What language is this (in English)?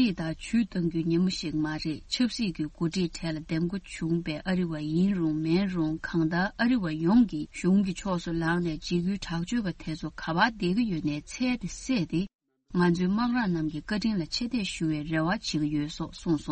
Tibetan